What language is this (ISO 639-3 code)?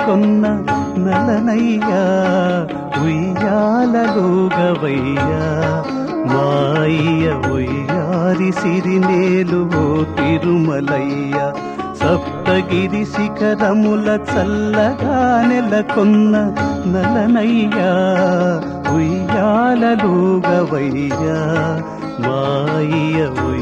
tel